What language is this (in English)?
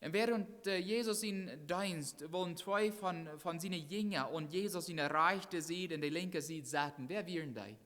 Plautdietsch